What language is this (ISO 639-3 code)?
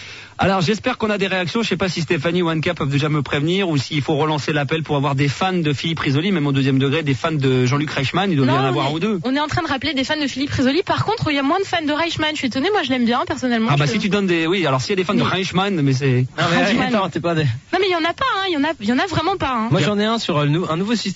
fra